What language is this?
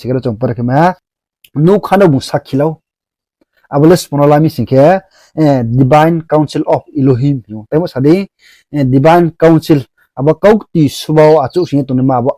Riang (India)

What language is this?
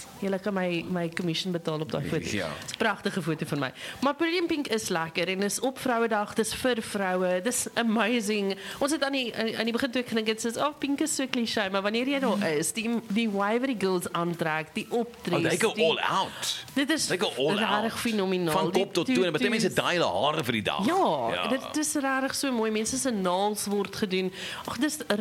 Afrikaans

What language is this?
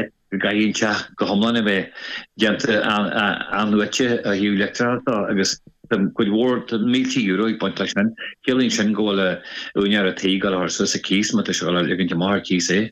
Irish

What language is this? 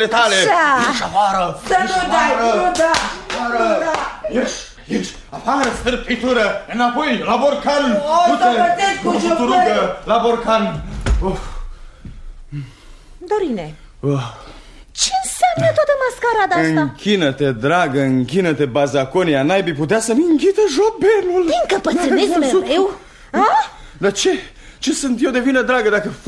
Romanian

